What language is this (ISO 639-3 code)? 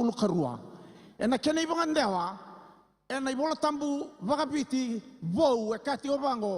fij